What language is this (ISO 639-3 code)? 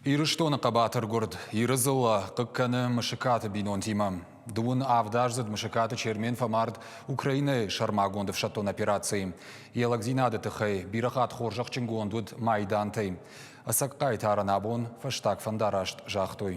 oss